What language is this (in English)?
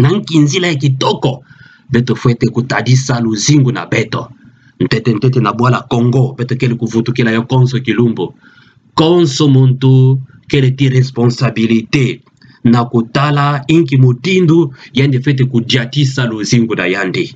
Kituba (Democratic Republic of Congo)